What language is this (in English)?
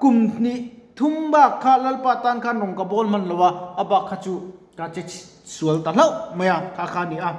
Mizo